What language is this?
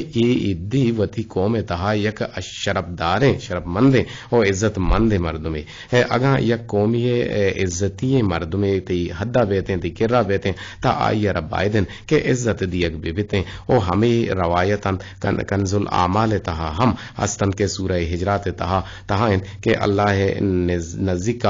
Eastern Balochi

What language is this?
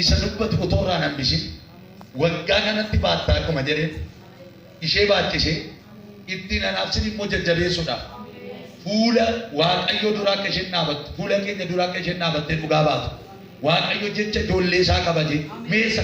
Oromo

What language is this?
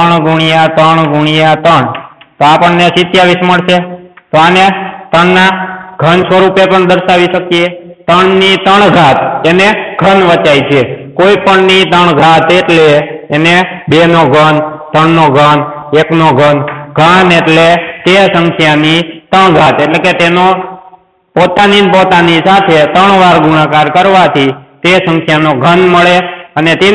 Gujarati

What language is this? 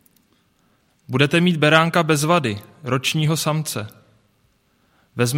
Czech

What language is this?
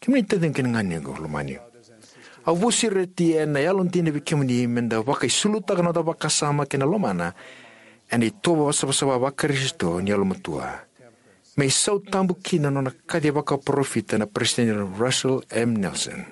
Fijian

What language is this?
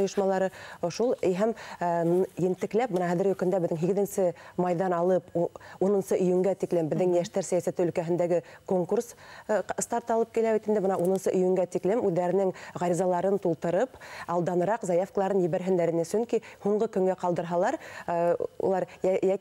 Bashkir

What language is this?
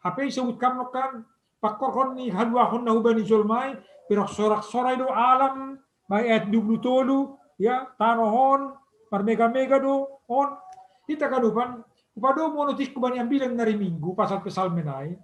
Batak Simalungun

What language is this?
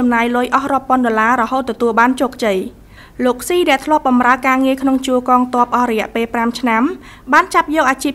Khmer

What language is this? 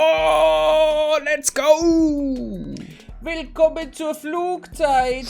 Bavarian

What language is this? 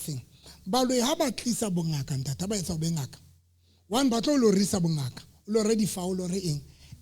Southern Sotho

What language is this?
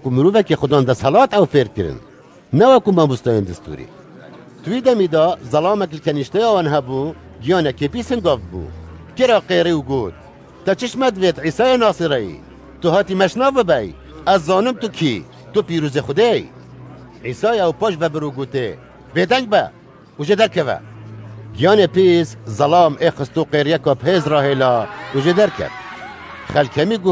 Kurdish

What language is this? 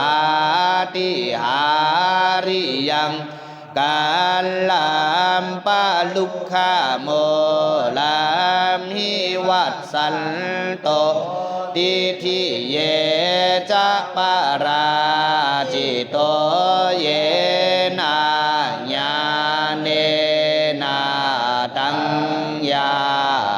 Pali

